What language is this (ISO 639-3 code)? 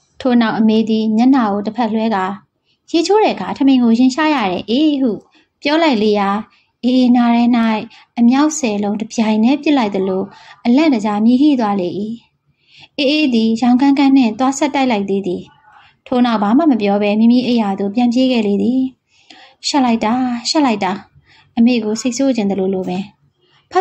mya